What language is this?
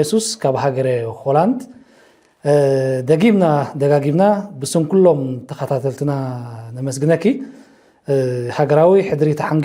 Tigrinya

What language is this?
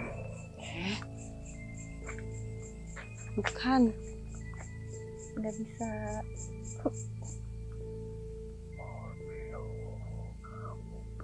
Indonesian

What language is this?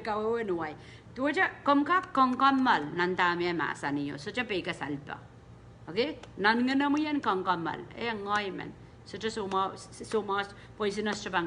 Pohnpeian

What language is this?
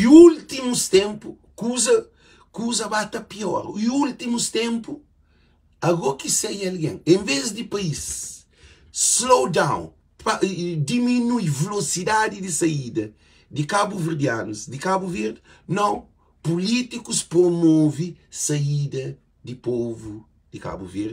Kabuverdianu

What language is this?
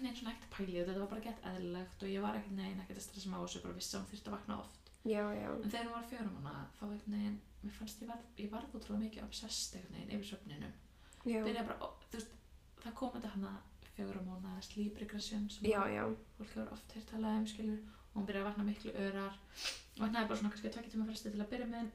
Icelandic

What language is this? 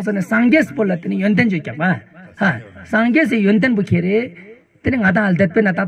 Ladakhi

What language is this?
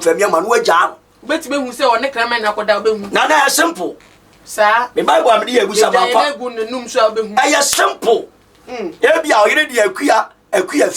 Akan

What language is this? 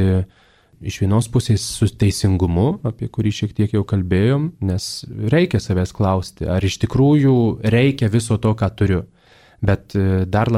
Lithuanian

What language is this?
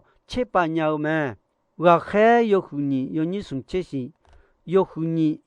Akha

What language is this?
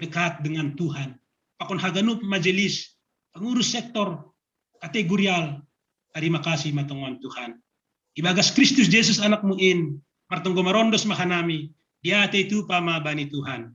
Batak Simalungun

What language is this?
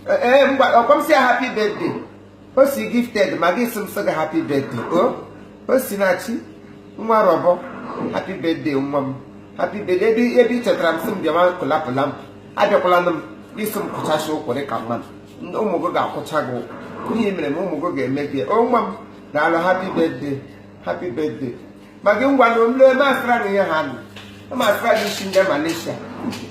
Igbo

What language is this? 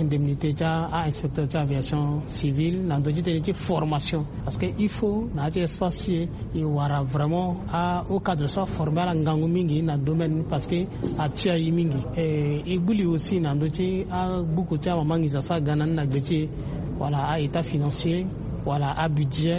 Sango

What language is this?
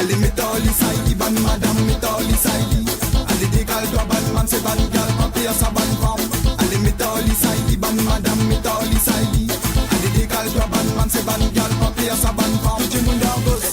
Morisyen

